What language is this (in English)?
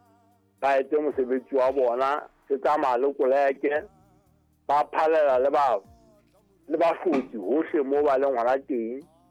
Southern Sotho